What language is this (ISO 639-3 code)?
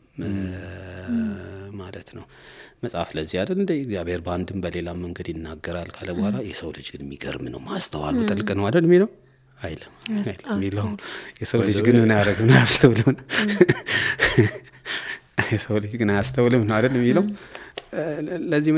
amh